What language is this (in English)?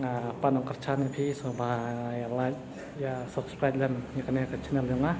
Khasi